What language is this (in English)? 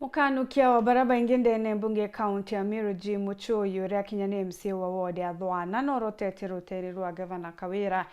Meru